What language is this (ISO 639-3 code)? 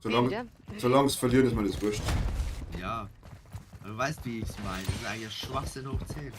bar